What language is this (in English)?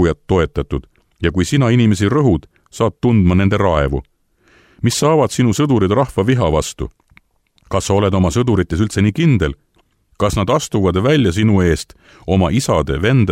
Estonian